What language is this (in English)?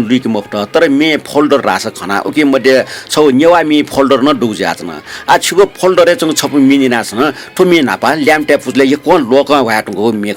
Newari